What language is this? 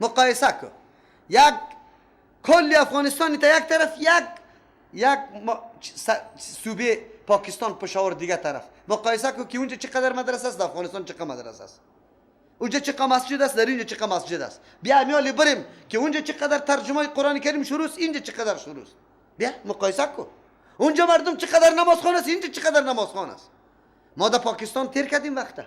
Persian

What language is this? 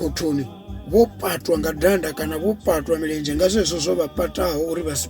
Venda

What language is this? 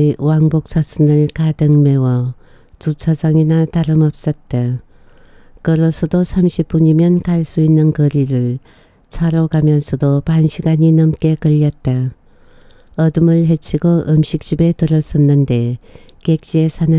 Korean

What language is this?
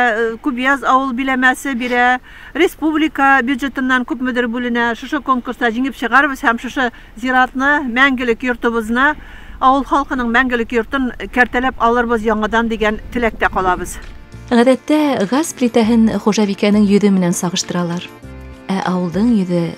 Bashkir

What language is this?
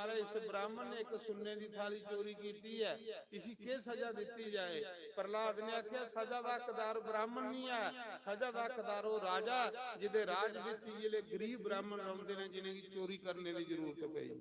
Dogri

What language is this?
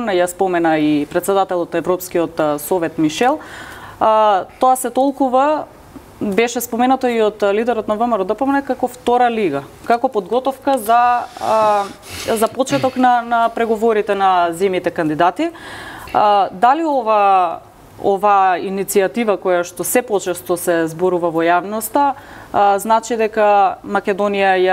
Macedonian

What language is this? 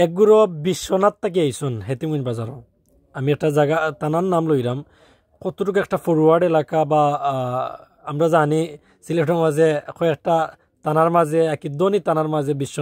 Sylheti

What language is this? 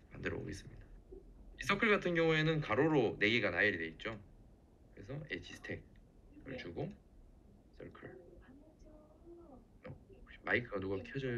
Korean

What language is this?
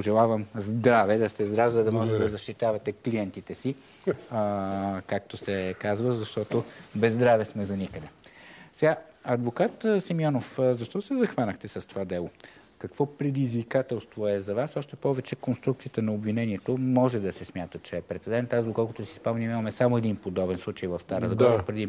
Bulgarian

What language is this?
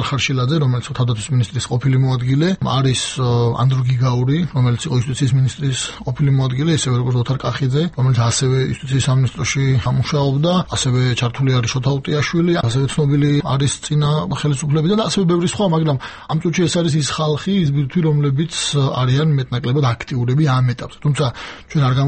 Georgian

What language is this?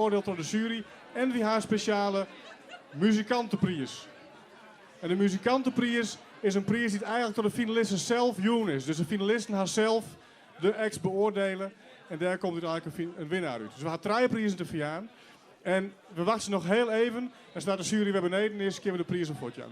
Western Frisian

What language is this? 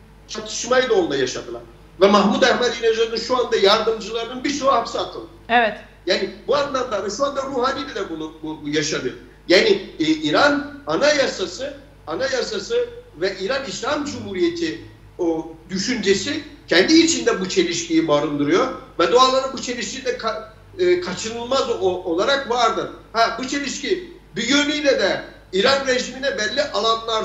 Turkish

